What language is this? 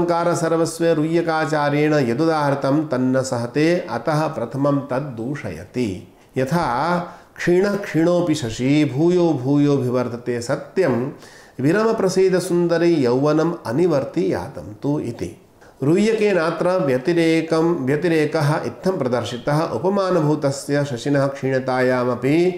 Sanskrit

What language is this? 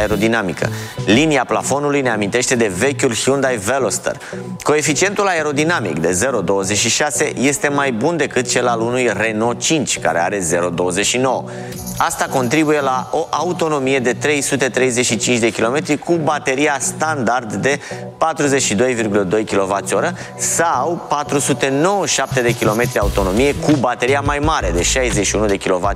Romanian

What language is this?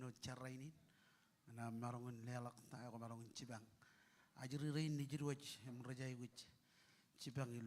Marshallese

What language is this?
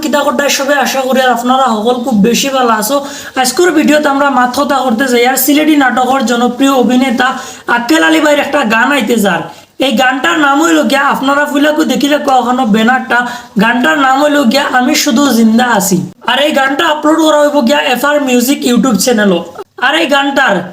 Sylheti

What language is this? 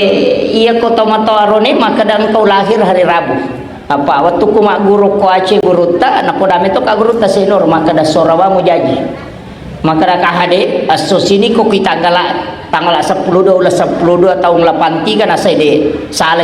Buginese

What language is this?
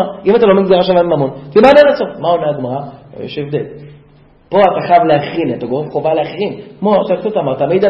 Hebrew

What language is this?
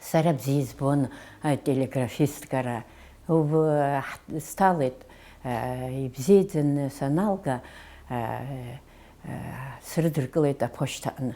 Abkhazian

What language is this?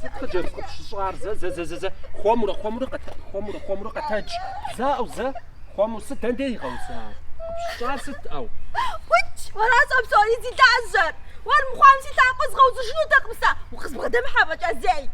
Kabardian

